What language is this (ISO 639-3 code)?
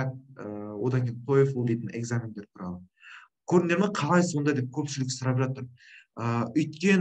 kaz